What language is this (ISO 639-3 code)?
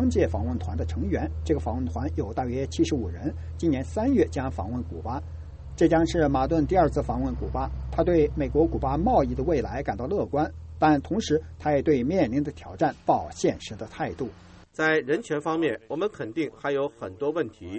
zho